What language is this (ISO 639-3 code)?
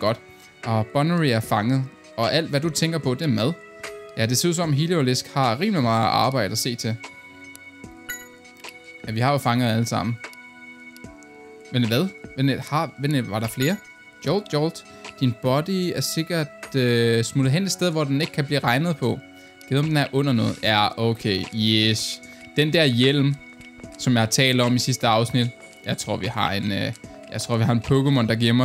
dan